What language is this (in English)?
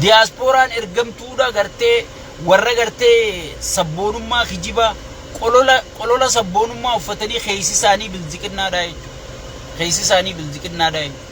Oromo